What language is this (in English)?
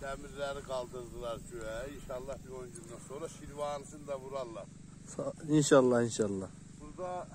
South Azerbaijani